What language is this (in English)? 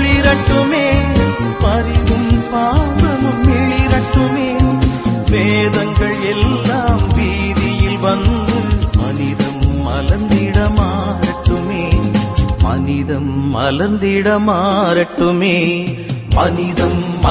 Tamil